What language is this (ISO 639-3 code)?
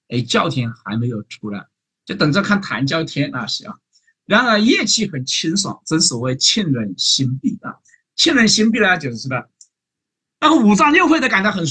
zho